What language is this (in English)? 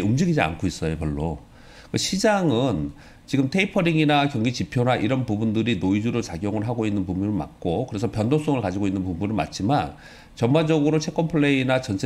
Korean